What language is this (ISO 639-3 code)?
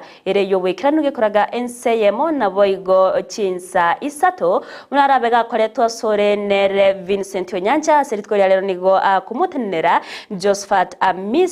guz